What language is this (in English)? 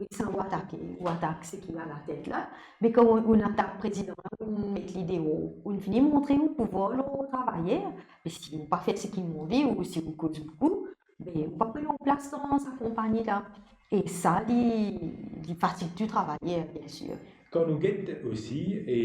Morisyen